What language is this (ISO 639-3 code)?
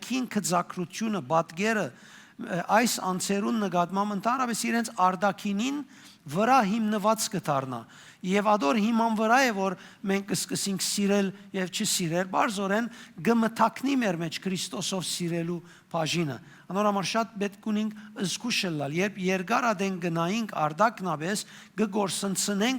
hyw